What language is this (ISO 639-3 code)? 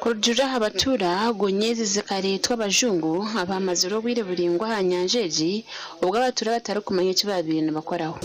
nyn